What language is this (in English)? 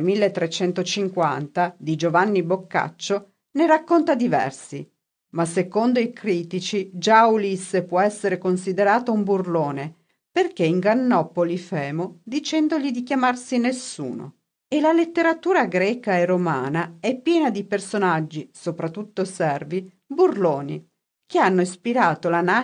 Italian